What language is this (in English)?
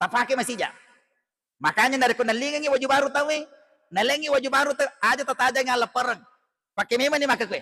Buginese